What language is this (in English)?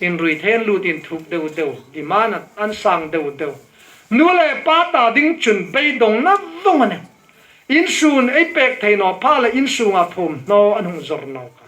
Hmar